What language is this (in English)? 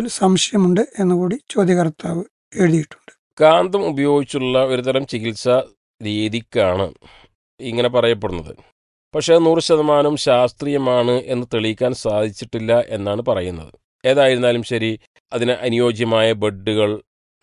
Malayalam